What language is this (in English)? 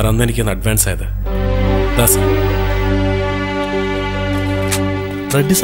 Malayalam